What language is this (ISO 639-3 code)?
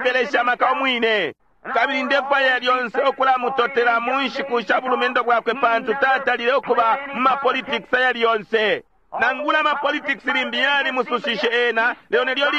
bem